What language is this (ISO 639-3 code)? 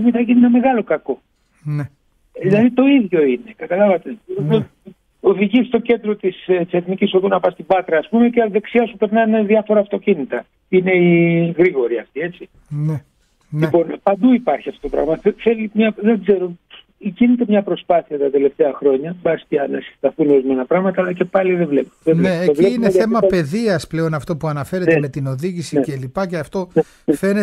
ell